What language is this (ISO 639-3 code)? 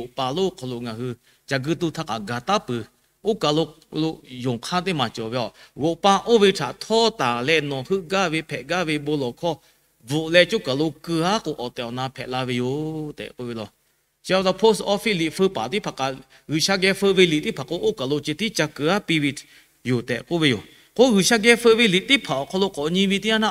lhu